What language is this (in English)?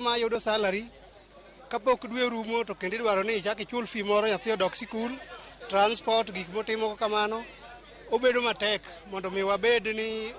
Luo (Kenya and Tanzania)